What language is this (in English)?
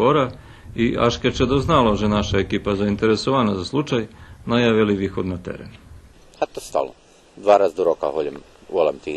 Rusyn